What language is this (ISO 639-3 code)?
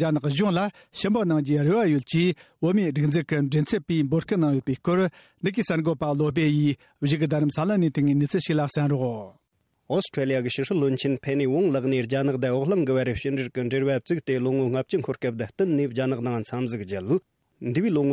bod